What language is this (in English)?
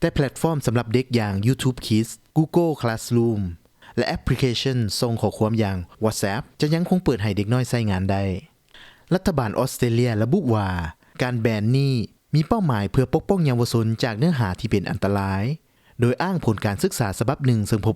Lao